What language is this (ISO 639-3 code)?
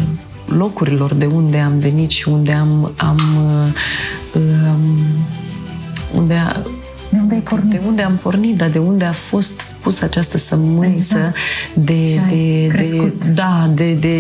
ron